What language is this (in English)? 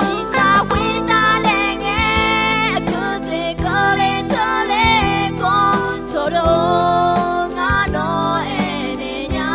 Akha